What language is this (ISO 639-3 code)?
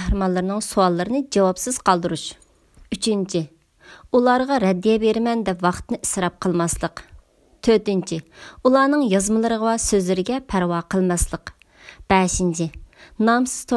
uig